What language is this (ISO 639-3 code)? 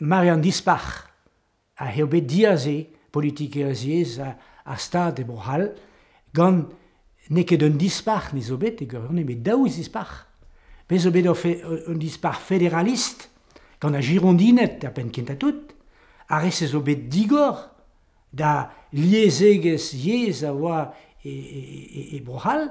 bre